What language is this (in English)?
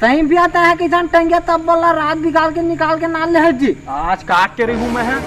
Chhattisgarhi